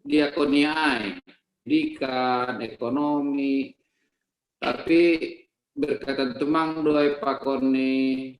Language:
Batak Simalungun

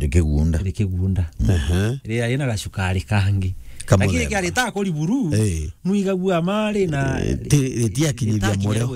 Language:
Meru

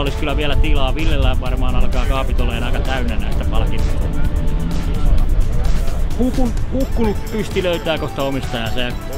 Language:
Finnish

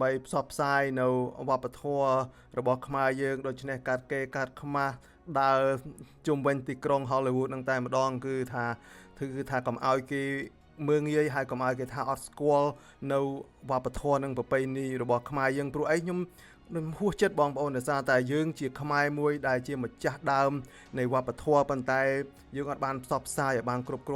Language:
Khmer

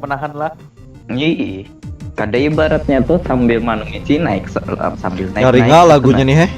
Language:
Banjar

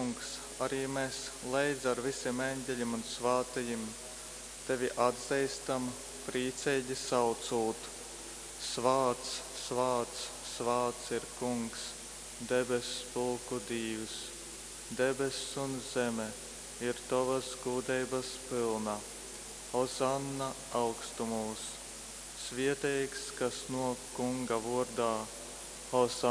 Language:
Latgalian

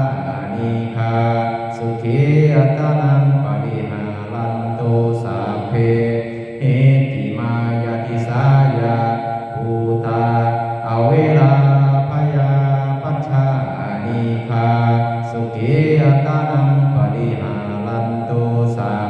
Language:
Pali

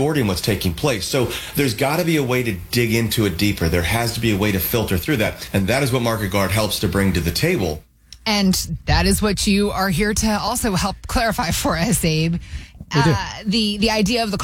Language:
English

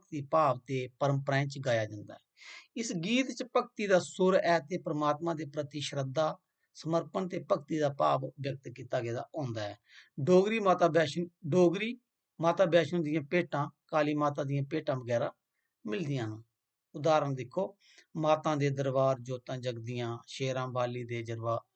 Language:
Dogri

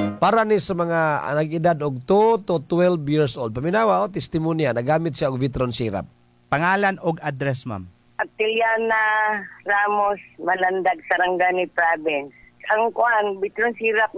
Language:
Cebuano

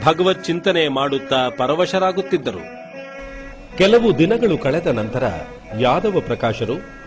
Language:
Kannada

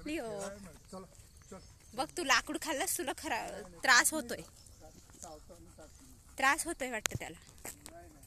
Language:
Marathi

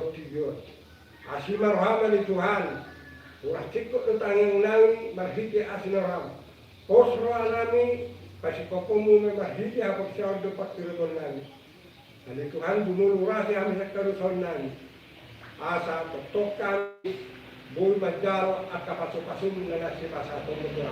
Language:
Batak Toba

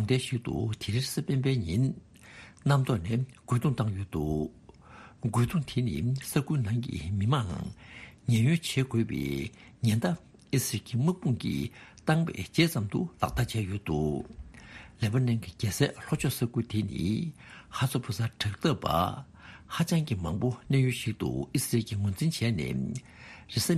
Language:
Tibetan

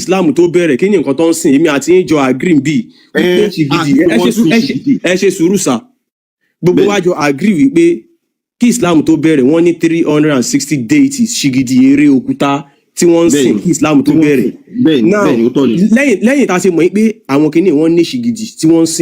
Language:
Yoruba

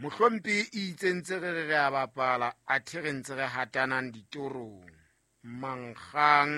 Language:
Southern Sotho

